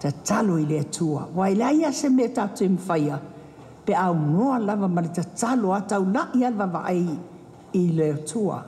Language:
Samoan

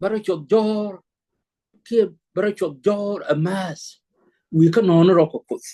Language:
Nuer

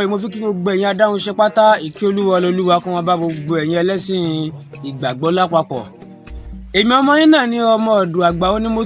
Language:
Yoruba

